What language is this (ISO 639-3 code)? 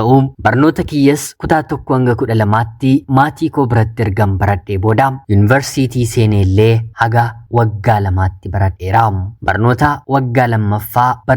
orm